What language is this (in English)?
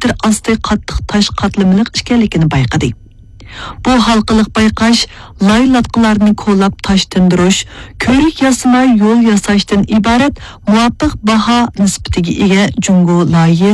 Uyghur